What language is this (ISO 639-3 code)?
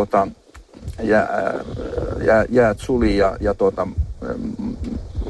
fin